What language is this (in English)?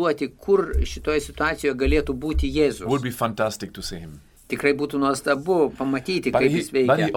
Lithuanian